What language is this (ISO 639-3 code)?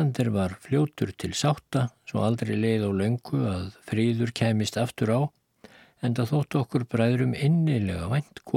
isl